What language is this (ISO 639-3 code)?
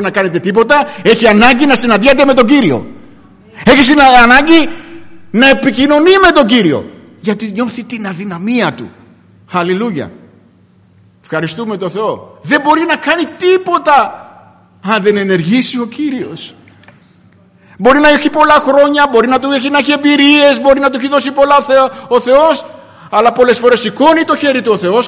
ell